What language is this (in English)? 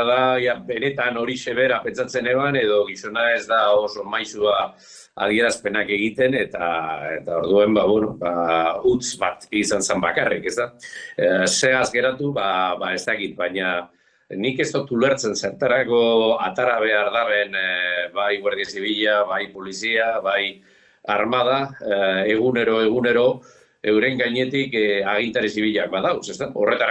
Basque